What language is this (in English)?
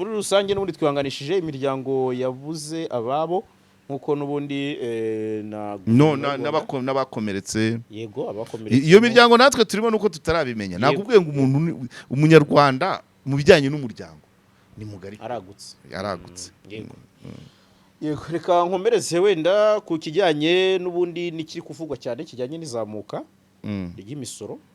Kinyarwanda